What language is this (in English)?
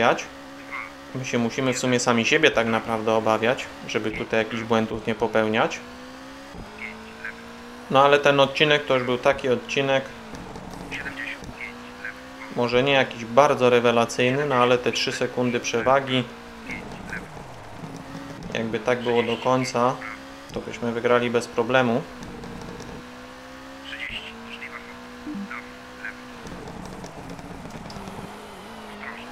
Polish